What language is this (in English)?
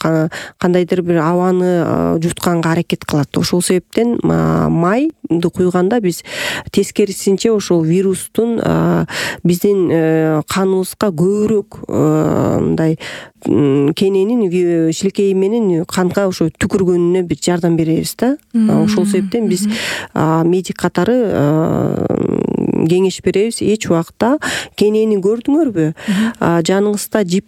Kyrgyz